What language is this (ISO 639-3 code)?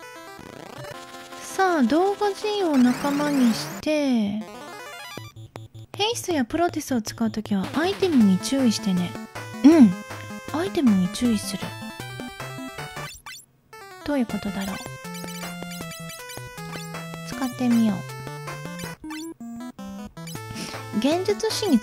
jpn